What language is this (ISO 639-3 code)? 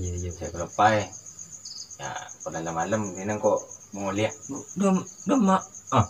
mad